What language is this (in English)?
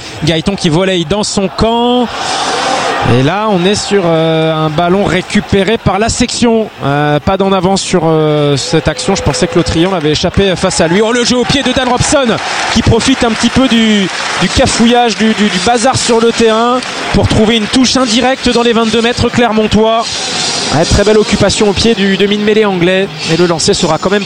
French